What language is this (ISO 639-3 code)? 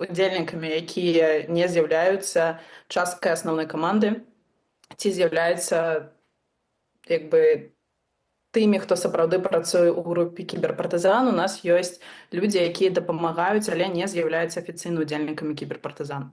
bel